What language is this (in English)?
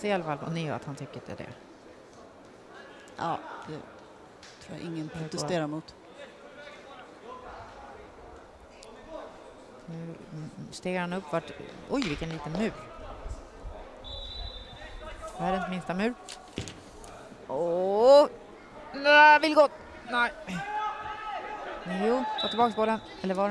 Swedish